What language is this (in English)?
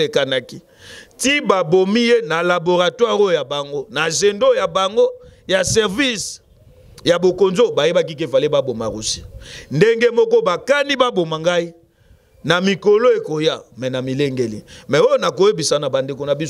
Lingala